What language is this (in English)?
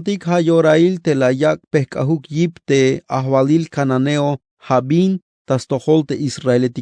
Tzeltal